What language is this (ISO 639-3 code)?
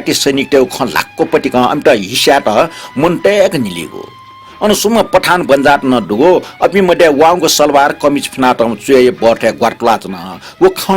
new